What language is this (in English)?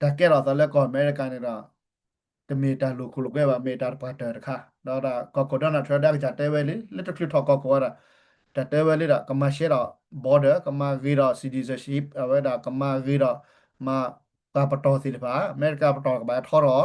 S'gaw Karen